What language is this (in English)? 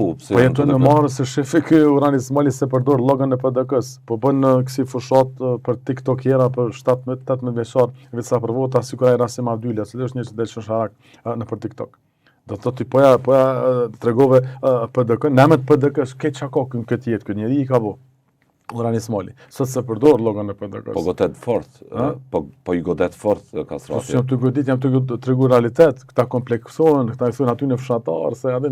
Albanian